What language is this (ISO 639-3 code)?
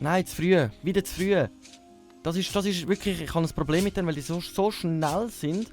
gsw